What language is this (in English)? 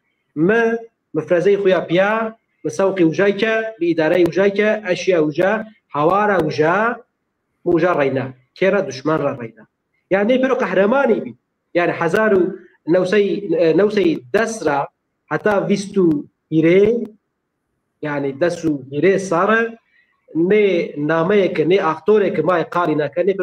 Zaza